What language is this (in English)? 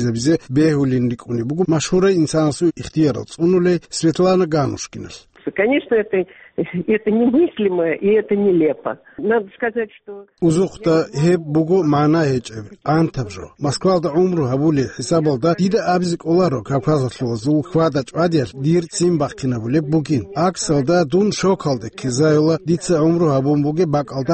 Avaric